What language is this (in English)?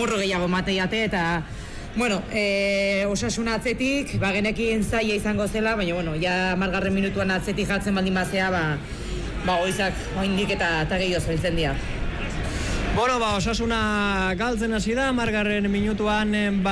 Basque